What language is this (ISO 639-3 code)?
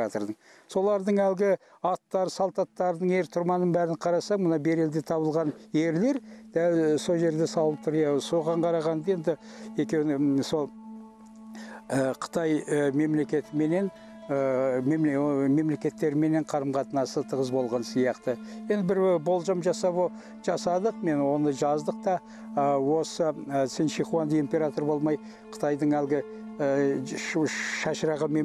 kaz